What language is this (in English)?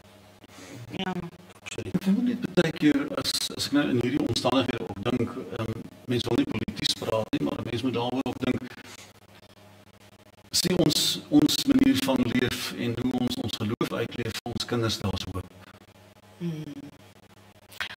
Afrikaans